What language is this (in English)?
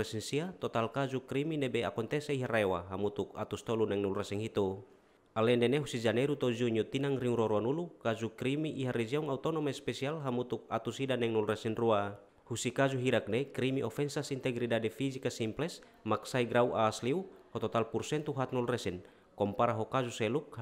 Tetum